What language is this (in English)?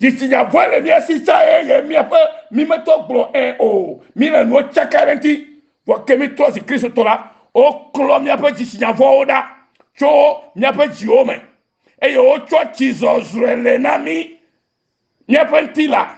Ewe